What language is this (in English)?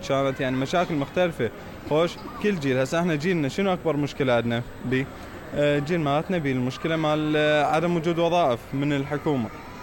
Mesopotamian Arabic